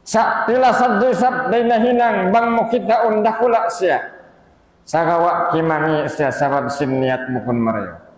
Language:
Tausug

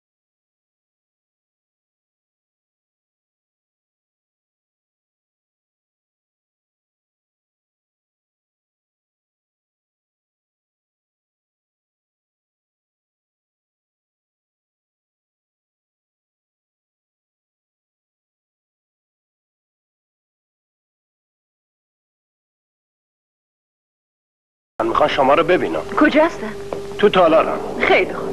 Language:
Persian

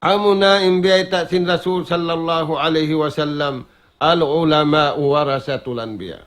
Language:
Tausug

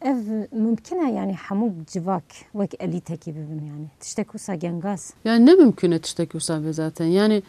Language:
Kurdish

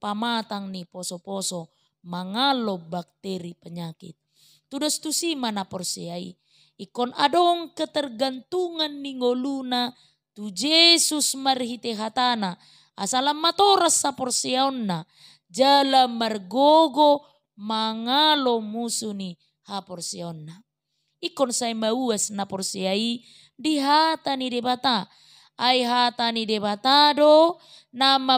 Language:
Batak Toba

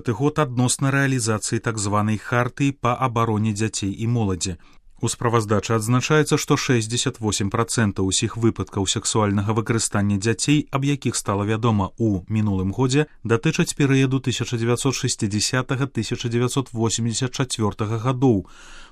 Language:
Belarusian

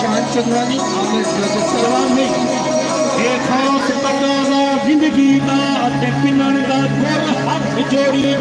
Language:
Saraiki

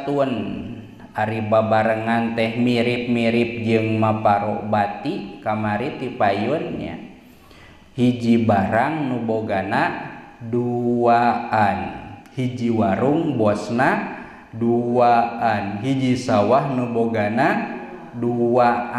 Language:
Sundanese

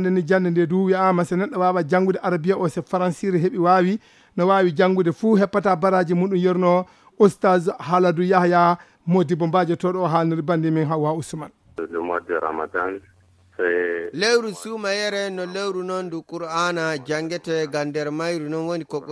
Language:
Fula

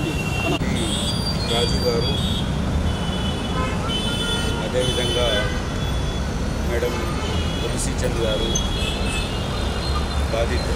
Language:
Telugu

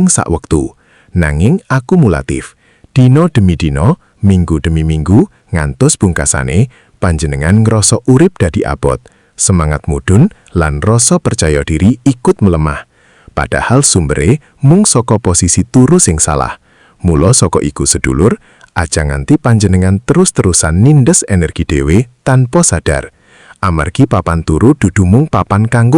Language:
Javanese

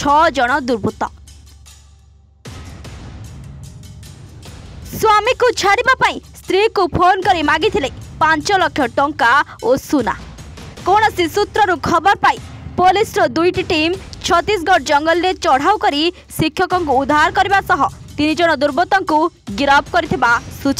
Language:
Odia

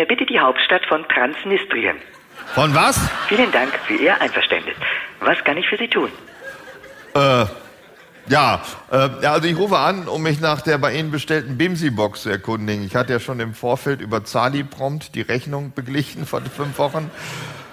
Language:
German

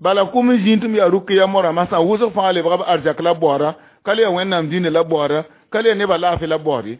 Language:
Mossi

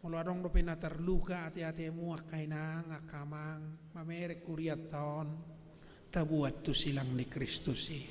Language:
Batak Toba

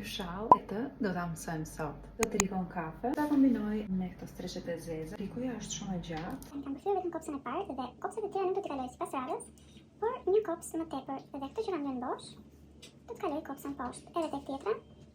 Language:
Albanian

